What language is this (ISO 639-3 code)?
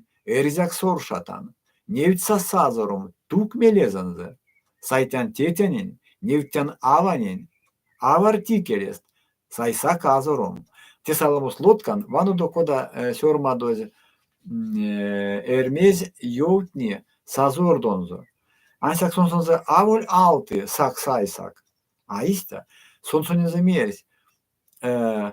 myv